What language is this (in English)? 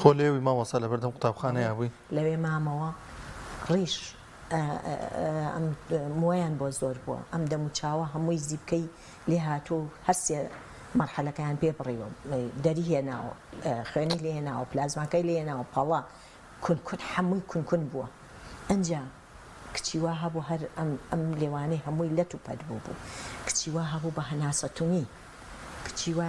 Central Kurdish